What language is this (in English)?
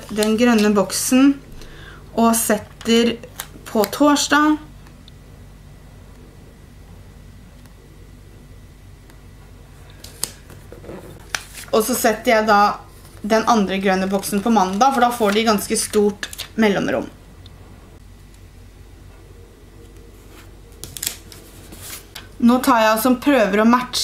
Norwegian